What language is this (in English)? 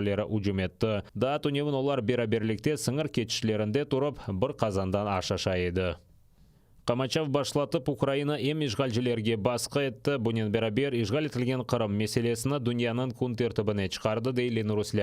Crimean Tatar